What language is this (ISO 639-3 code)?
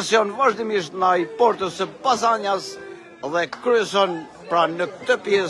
sqi